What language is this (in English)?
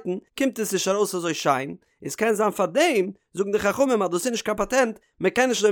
Yiddish